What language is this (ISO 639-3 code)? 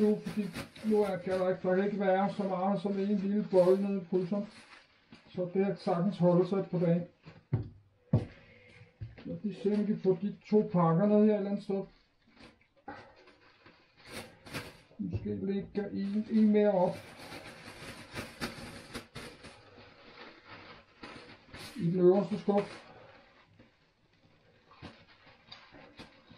dan